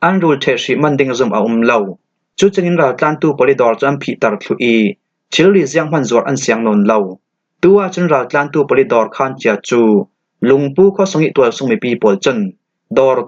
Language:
Falam Chin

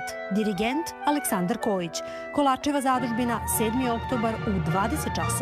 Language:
Serbian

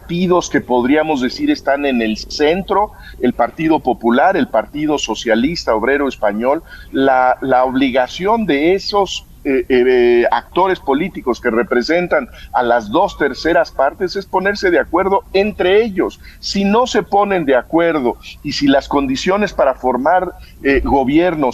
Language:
Spanish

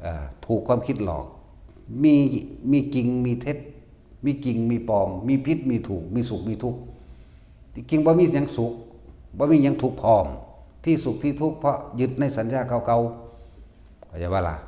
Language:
Northeastern Thai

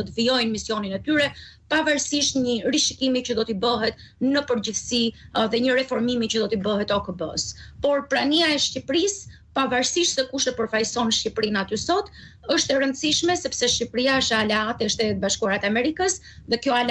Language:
Albanian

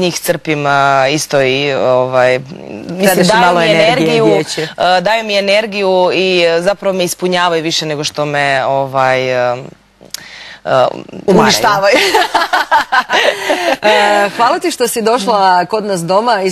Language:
Croatian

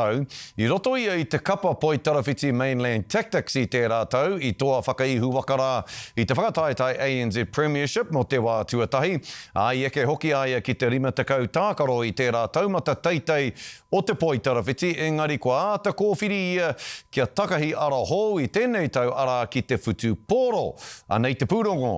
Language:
Māori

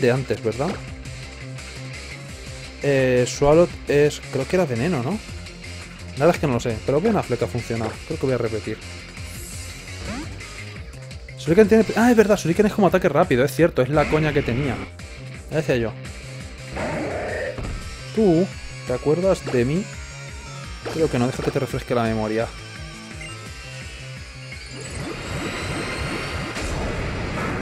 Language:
Spanish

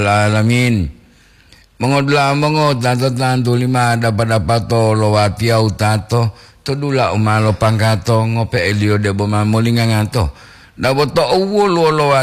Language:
Gorontalo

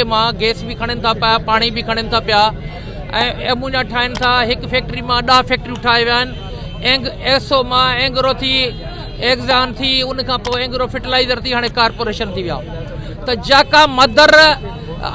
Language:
Sindhi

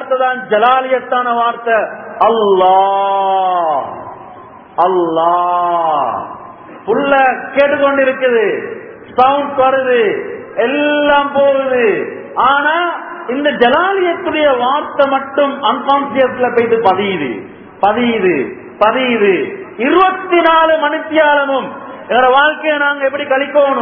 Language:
Tamil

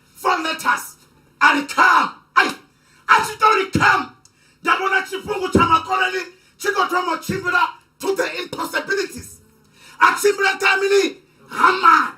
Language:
Venda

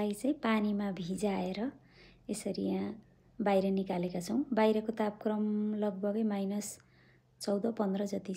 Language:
Nepali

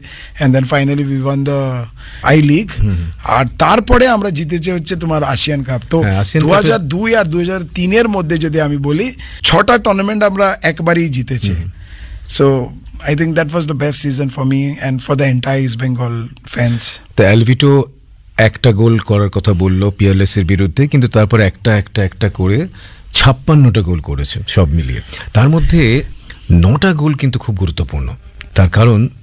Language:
Bangla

